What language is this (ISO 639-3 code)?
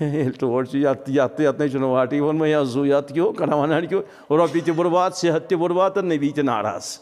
kas